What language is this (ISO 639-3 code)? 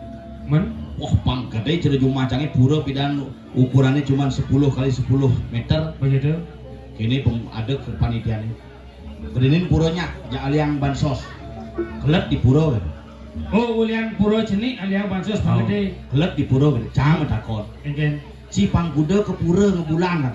ban